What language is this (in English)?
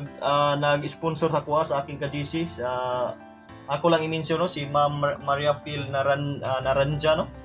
Filipino